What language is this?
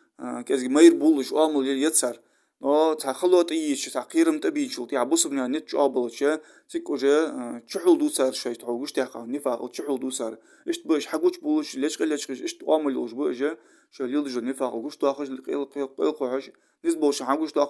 Ingush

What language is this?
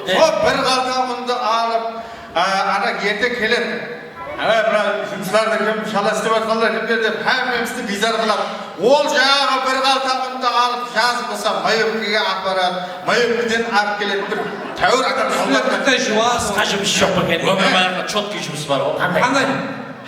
Kara-Kalpak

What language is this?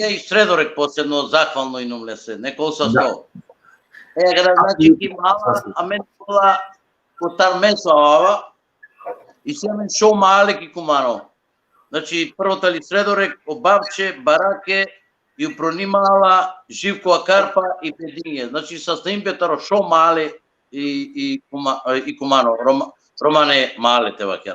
Balkan Romani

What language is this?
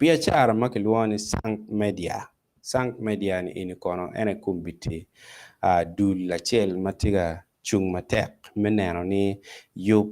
Acoli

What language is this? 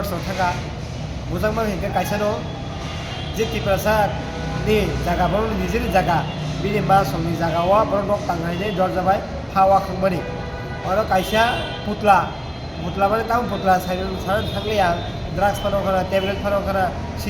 Kok Borok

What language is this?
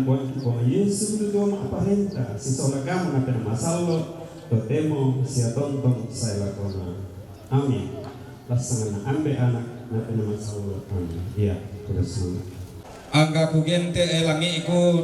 Toraja-Sa'dan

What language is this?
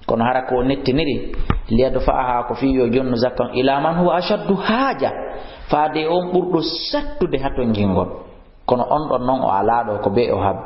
Fula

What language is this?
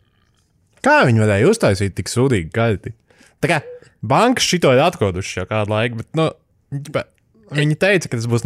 Latvian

